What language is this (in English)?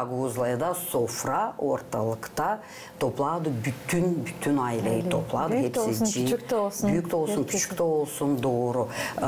Gagauz